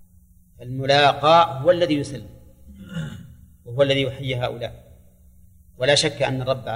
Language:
Arabic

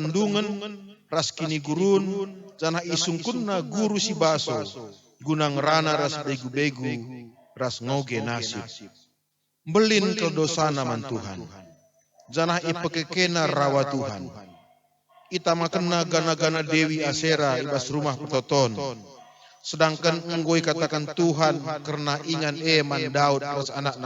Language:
Batak Karo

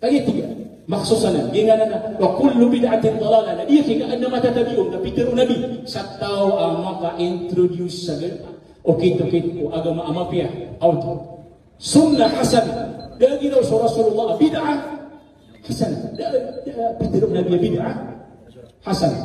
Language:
Maranao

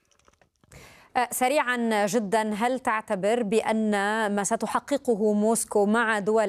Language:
Arabic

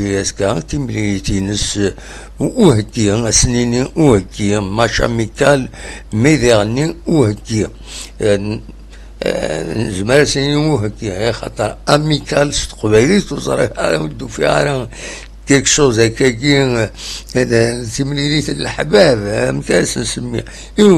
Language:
Kabyle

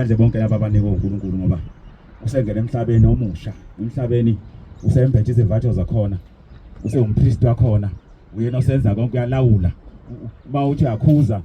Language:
Zulu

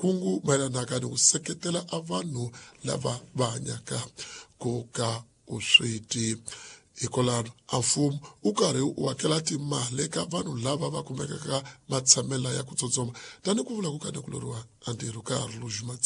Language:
Tsonga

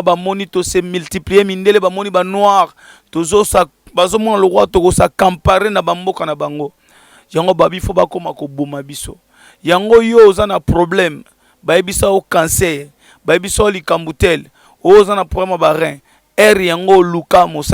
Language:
Lingala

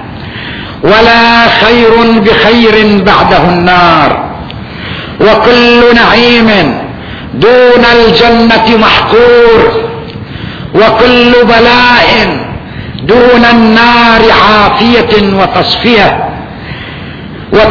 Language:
Arabic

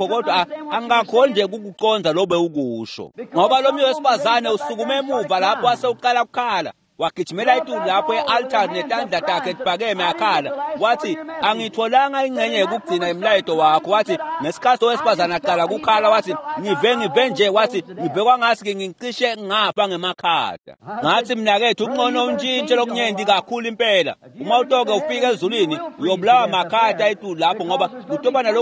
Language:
Swati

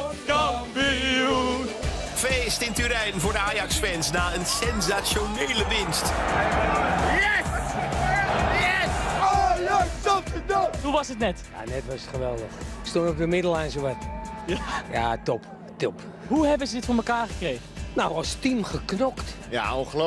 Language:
Dutch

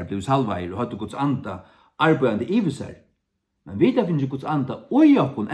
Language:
Faroese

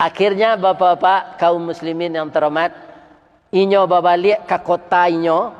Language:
Minangkabau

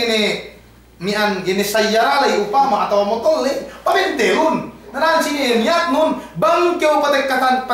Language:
Yakan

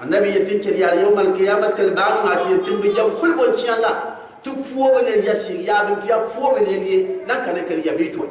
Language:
Gourmanchéma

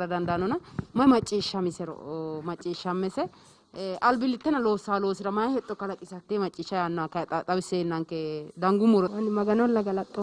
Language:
Sidamo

